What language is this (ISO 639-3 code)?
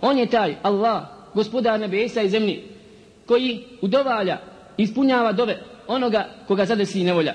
bos